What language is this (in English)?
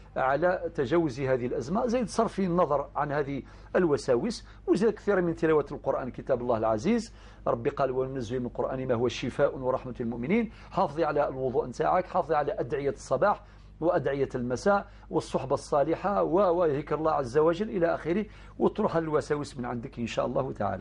Algerian Arabic